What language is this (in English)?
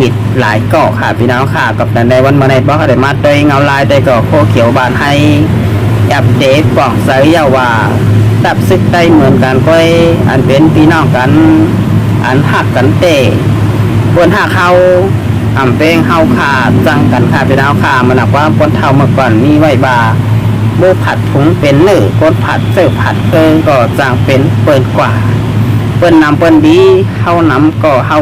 Shan